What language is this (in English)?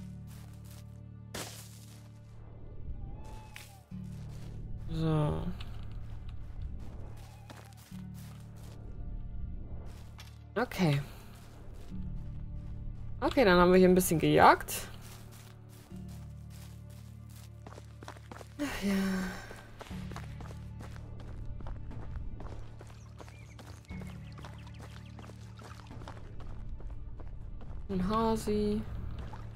German